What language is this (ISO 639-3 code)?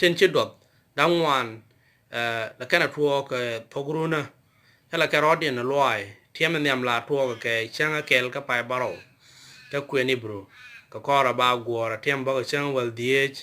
nus